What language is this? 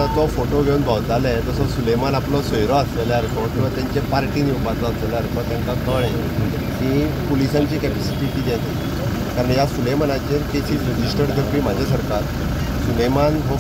Konkani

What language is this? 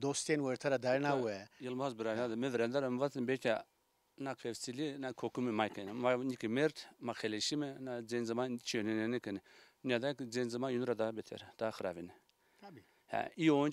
Zaza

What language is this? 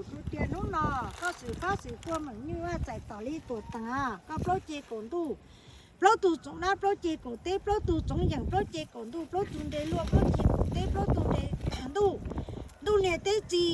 Hmong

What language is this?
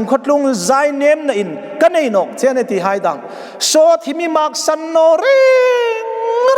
Hmar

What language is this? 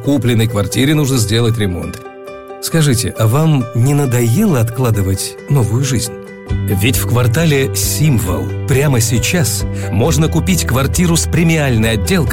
Russian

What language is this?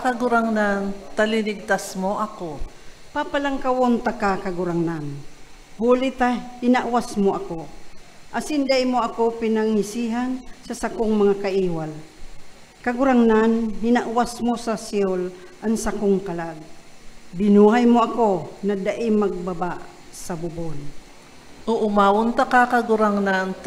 Bikol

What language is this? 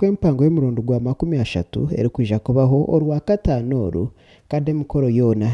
Nyankole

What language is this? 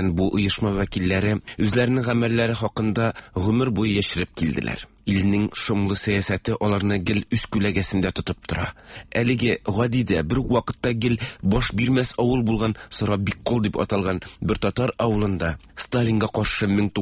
Tatar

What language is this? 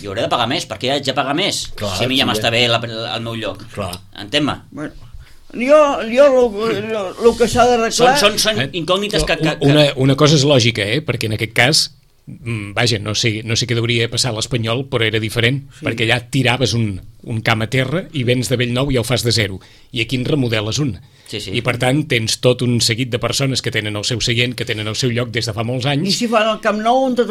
Catalan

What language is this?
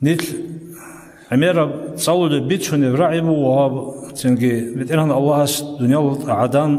Avaric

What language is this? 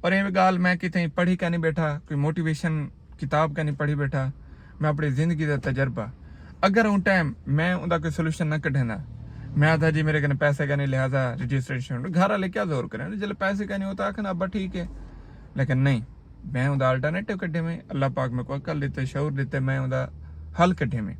Saraiki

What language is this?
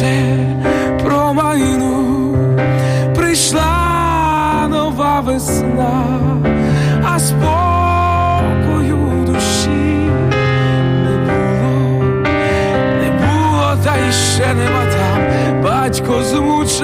Ukrainian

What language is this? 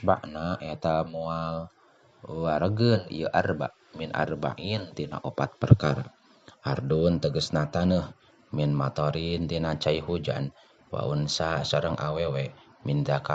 Sundanese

